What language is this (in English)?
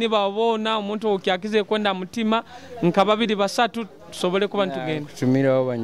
Nyoro